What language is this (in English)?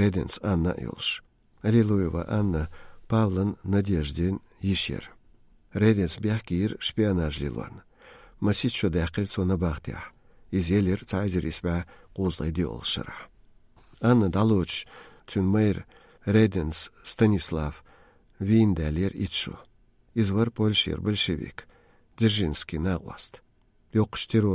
Chechen